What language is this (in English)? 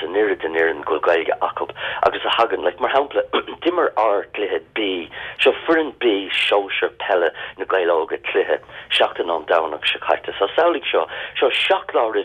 Irish